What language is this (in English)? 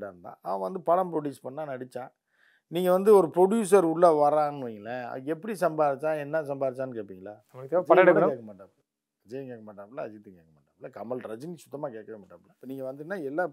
Tamil